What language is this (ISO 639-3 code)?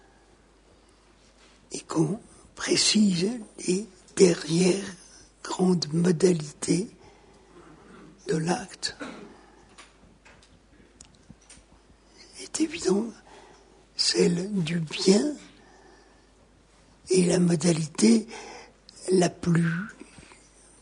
fra